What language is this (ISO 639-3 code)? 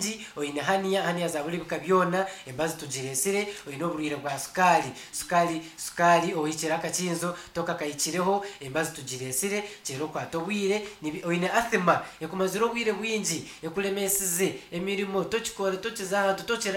nyn